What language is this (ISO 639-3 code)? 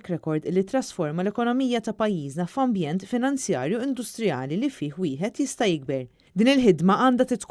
mlt